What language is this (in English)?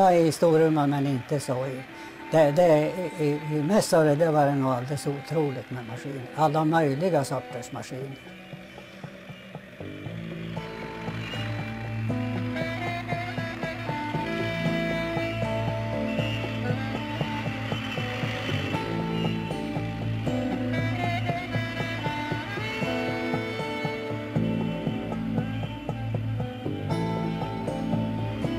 Swedish